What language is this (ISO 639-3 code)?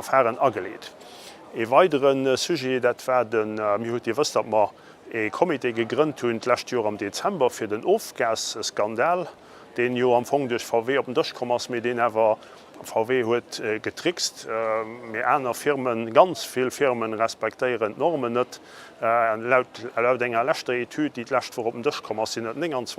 ltz